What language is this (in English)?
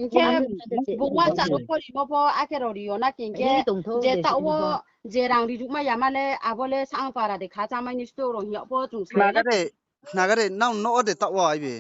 Riang (India)